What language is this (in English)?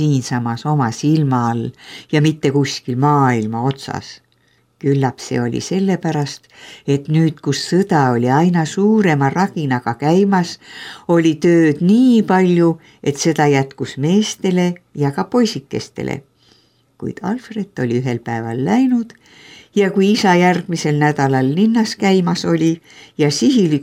Estonian